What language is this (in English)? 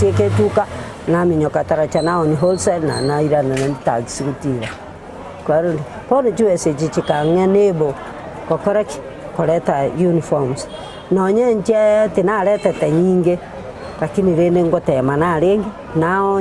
Gusii